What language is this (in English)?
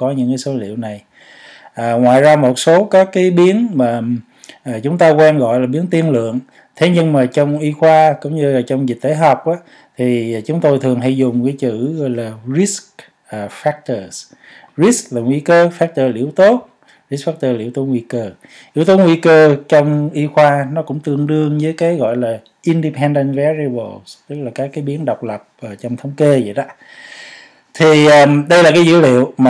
Vietnamese